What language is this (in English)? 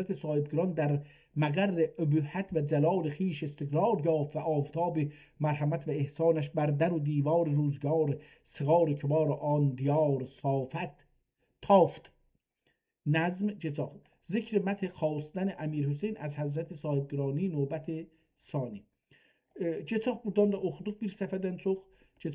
South Azerbaijani